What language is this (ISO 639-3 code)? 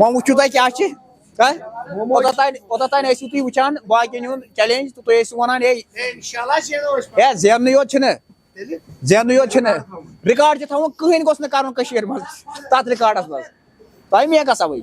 kas